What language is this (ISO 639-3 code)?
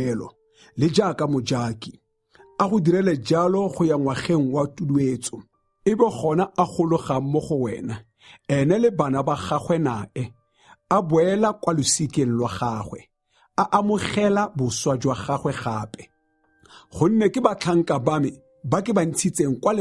tsn